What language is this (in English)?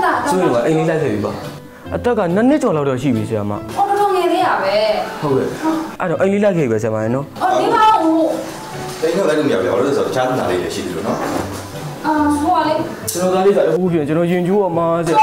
Burmese